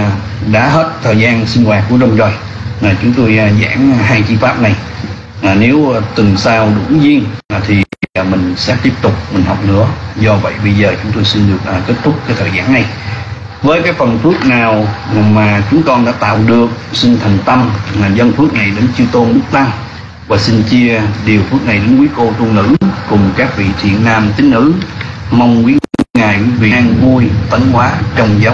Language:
Vietnamese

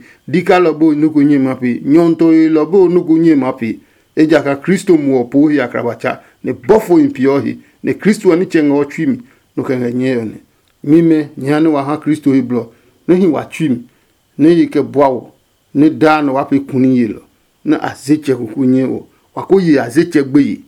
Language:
Adangme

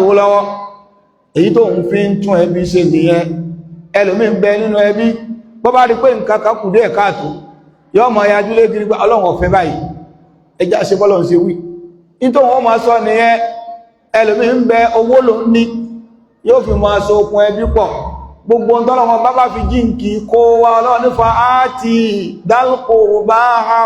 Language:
Yoruba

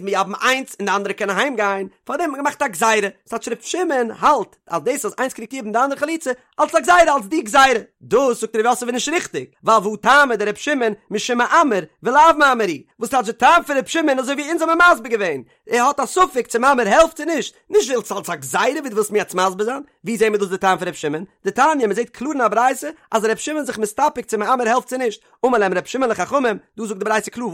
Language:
Yiddish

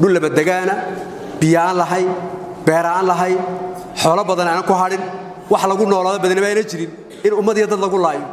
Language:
Somali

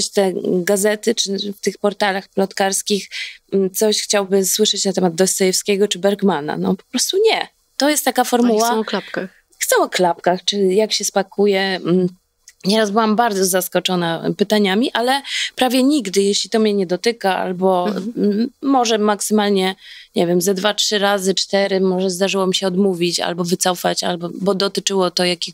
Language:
Polish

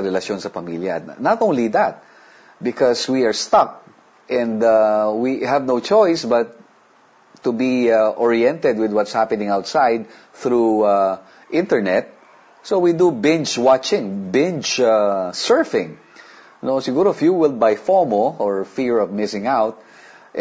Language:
Filipino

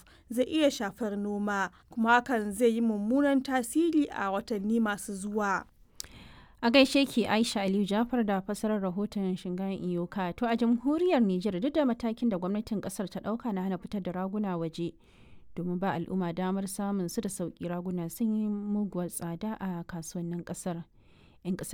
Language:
Hausa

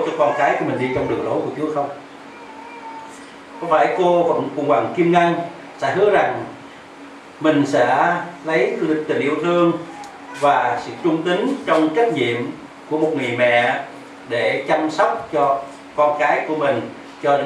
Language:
Vietnamese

